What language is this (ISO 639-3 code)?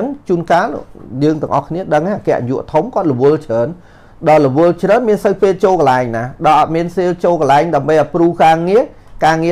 khm